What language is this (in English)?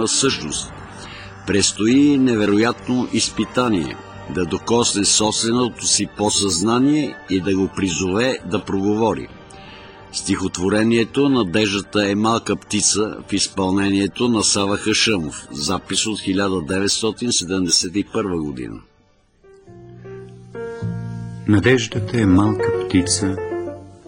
Bulgarian